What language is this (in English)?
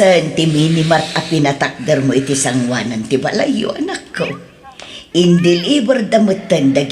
Iloko